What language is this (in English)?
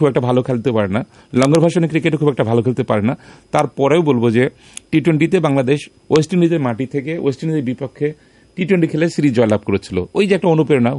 Bangla